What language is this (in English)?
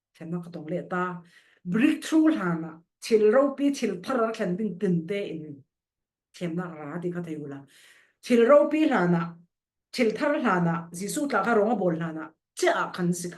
Falam Chin